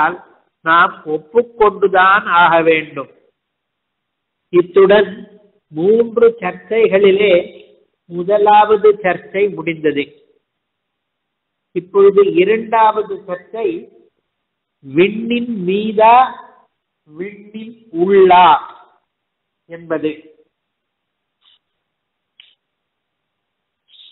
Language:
Tamil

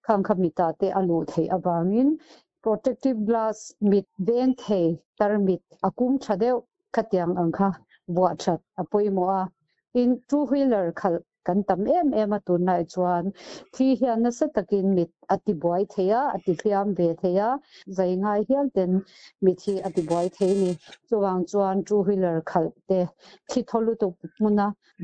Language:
Mizo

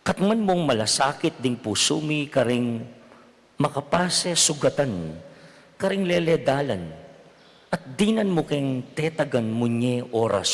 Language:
Pampanga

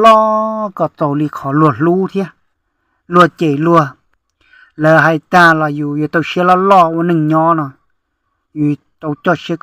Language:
Hmong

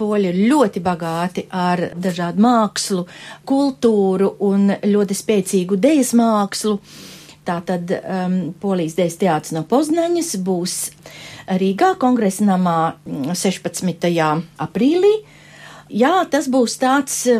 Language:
Latvian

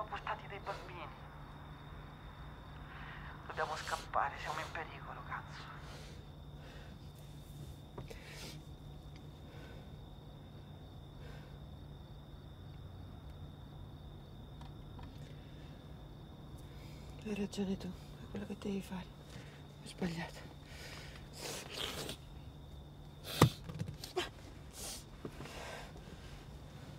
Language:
Italian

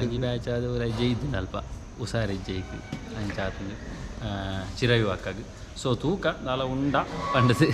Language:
Tulu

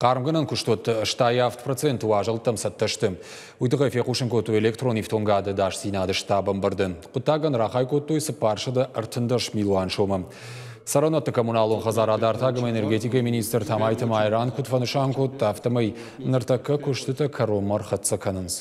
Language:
Ossetic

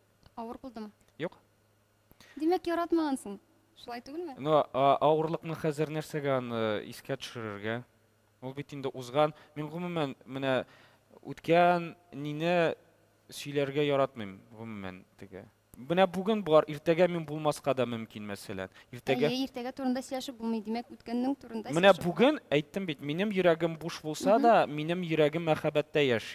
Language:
Tatar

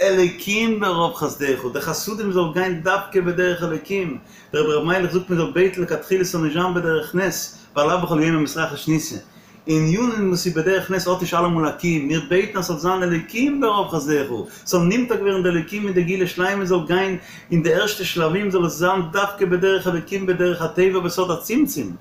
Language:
Yiddish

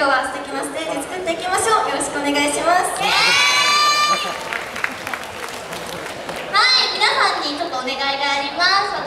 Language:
Japanese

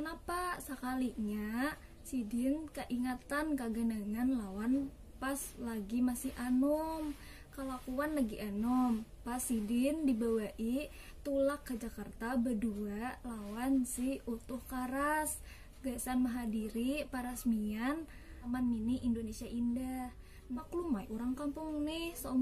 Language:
Banjar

